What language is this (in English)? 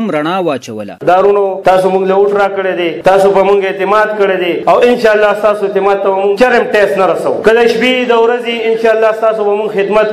Pashto